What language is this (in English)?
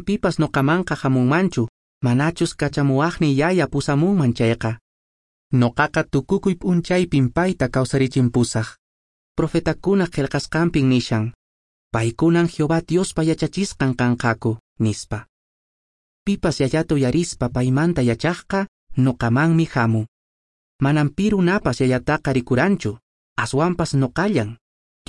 Quechua